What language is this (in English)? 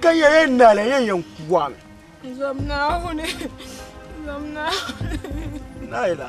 Dagbani